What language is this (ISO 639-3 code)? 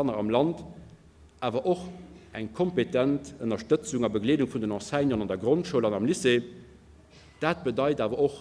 ltz